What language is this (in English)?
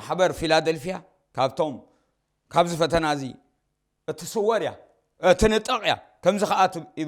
Tigrinya